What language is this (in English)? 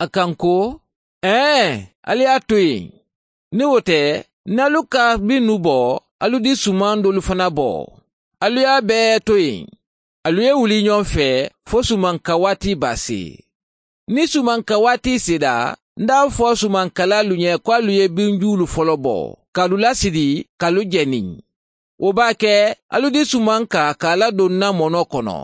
Mandingo